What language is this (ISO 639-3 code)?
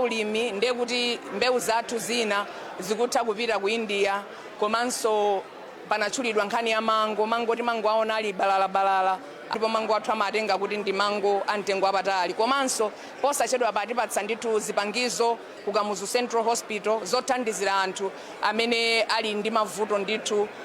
nya